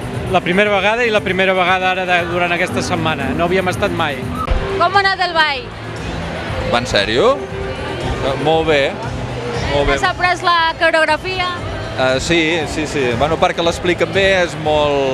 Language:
Catalan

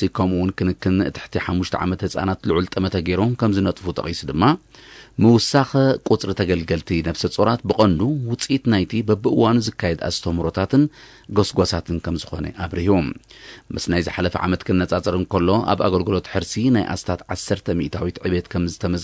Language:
Tigrinya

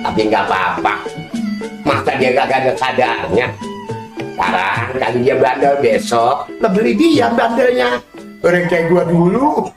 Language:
Betawi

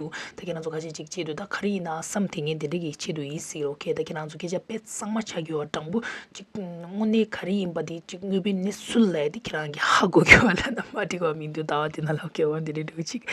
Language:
Tibetan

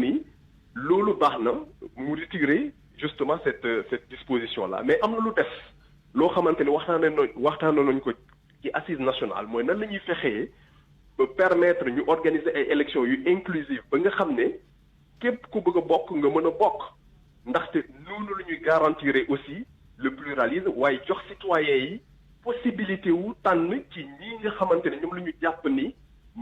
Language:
Wolof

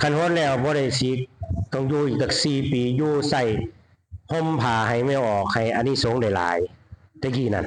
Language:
Northeastern Thai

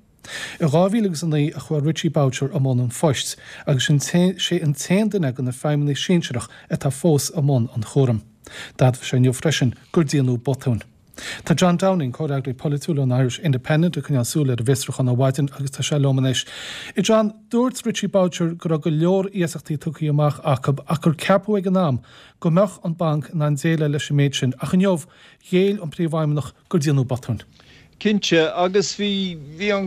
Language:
Irish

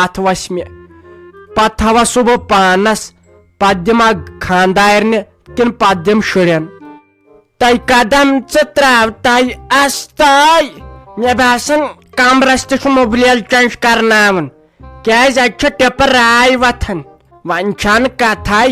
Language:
Kashmiri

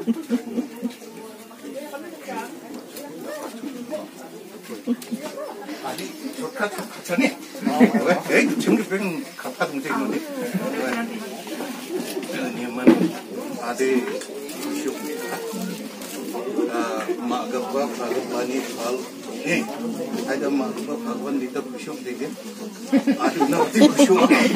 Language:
Garo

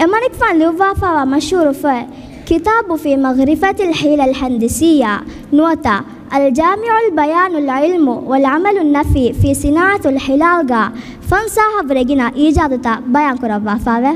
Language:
Divehi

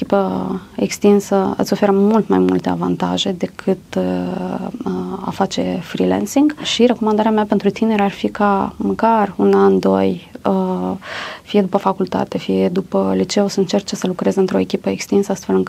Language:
Romanian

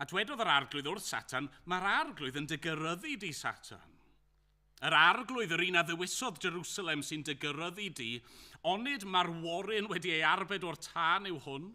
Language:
Welsh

